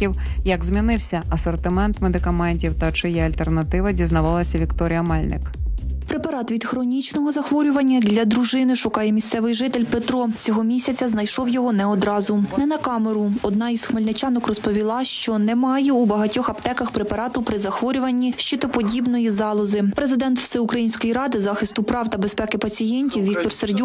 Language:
Ukrainian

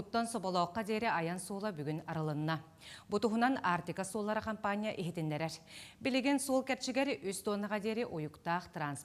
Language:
Yakut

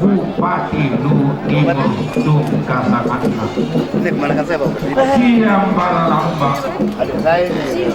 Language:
Toraja-Sa'dan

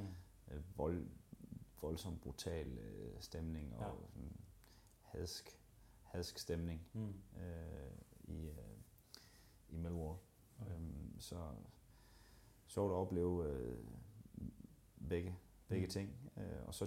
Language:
Danish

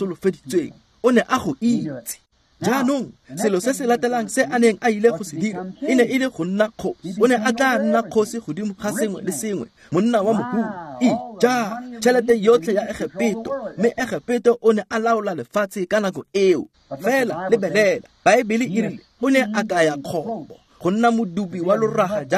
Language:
Tswana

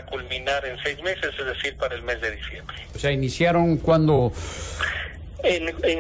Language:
Spanish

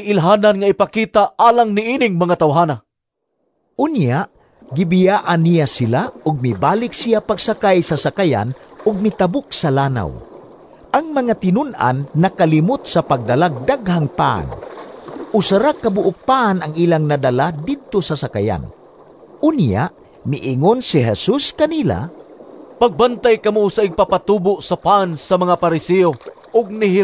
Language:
Cebuano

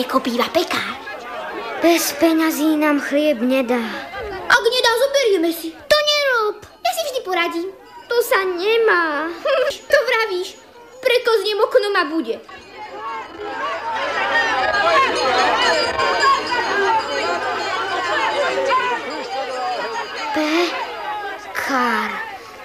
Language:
Slovak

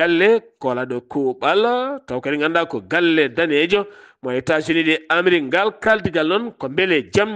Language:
Fula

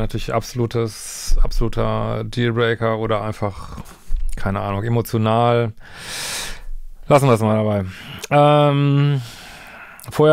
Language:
German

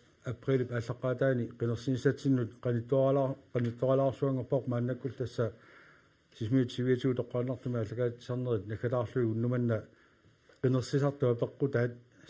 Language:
Kalaallisut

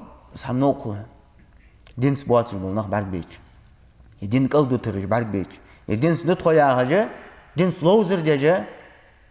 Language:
Ingush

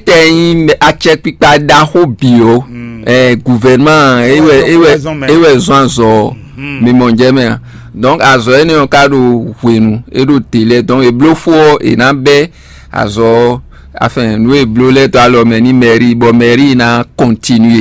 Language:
Fon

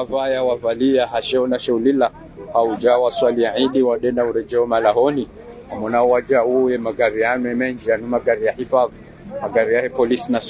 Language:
Swahili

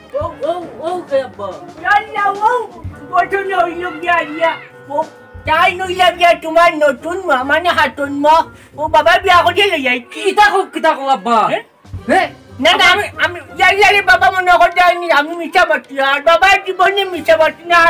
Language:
Sylheti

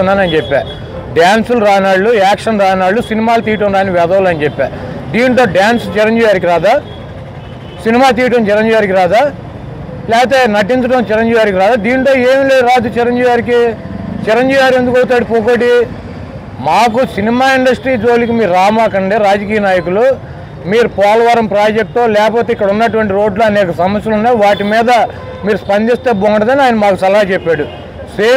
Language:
Telugu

